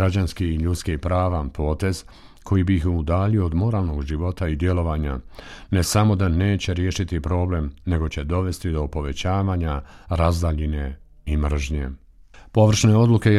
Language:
Bosnian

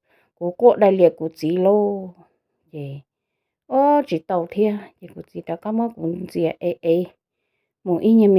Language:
Hmong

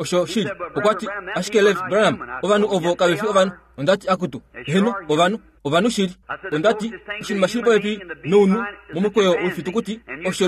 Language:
Kuanyama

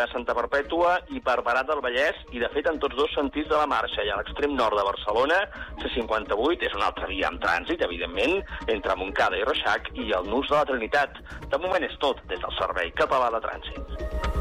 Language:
Catalan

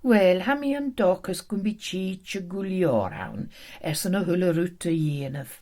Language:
Scottish Gaelic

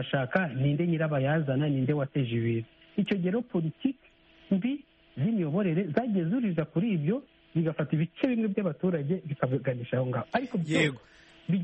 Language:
Kinyarwanda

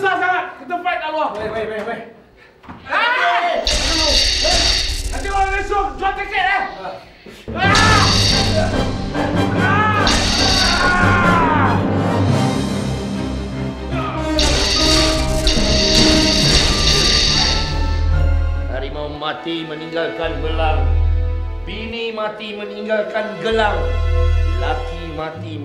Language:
Malay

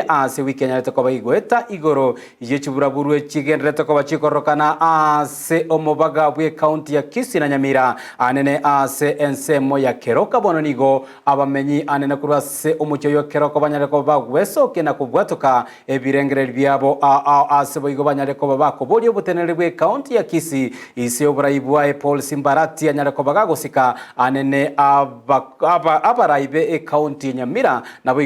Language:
Gusii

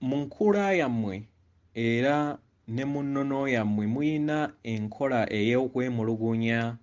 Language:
Ganda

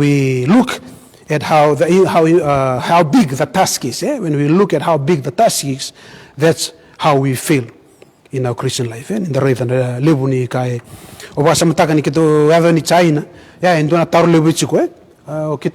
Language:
Fijian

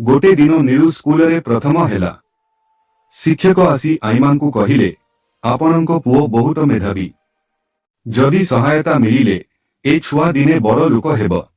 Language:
Odia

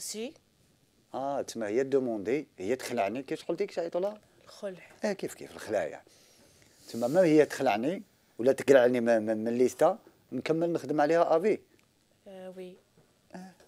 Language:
Algerian Arabic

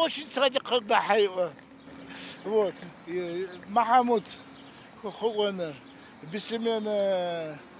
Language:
Adyghe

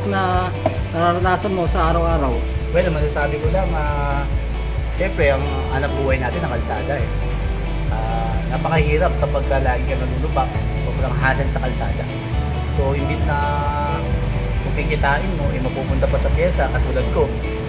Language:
Filipino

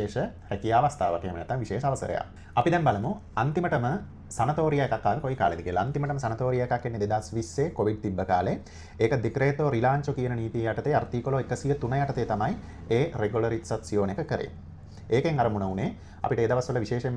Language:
Sinhala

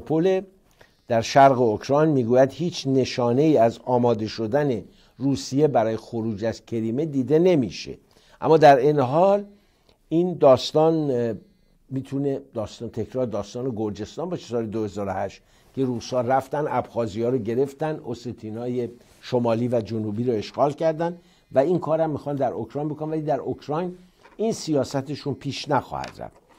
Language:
Persian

